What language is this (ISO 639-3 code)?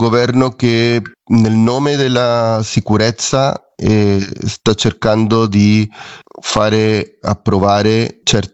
ita